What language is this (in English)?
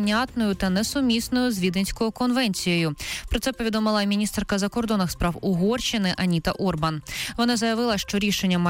Ukrainian